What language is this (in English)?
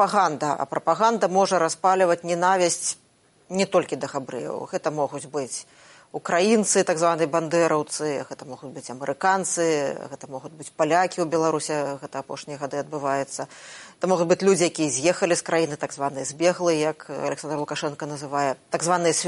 Belarusian